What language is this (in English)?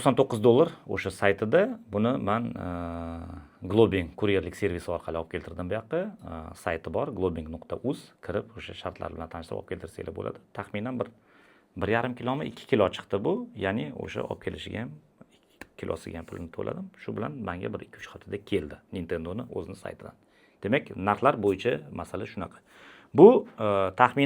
Uzbek